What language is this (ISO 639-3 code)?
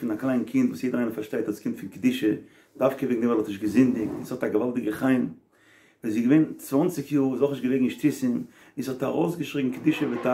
yid